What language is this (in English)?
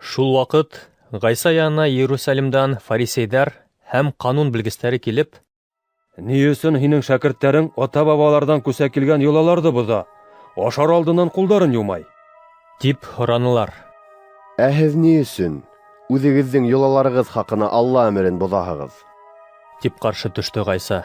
Bashkir